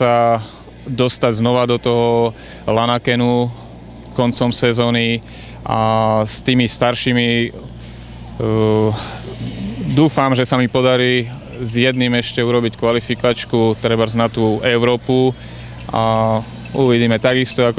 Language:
Slovak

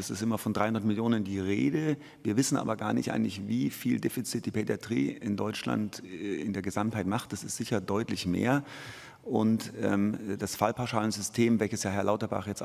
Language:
German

